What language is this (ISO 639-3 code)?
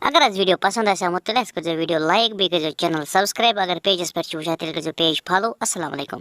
kas